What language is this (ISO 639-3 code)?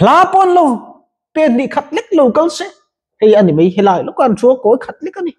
lus